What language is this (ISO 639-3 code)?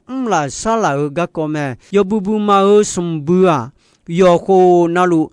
ahk